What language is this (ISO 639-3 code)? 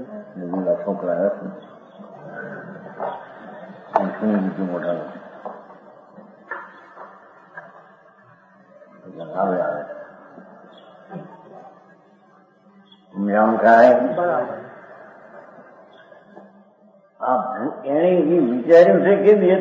guj